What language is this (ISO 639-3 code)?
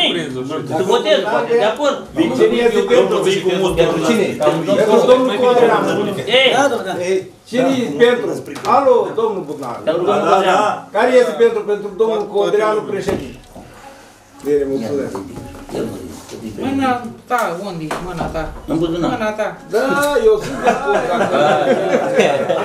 ron